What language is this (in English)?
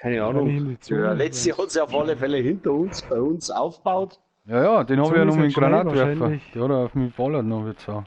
Bavarian